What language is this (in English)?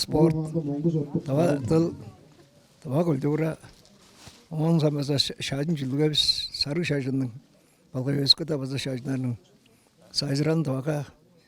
Tuvinian